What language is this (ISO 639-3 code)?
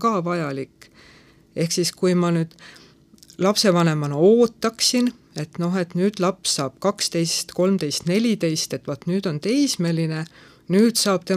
est